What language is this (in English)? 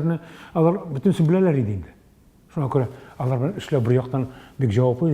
Tatar